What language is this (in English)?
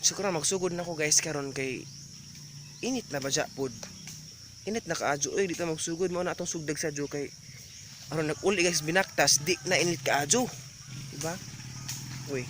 Cebuano